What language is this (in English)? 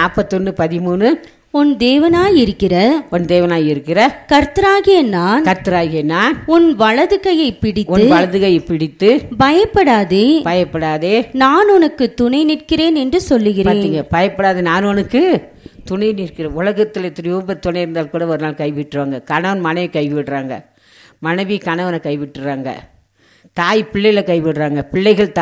Tamil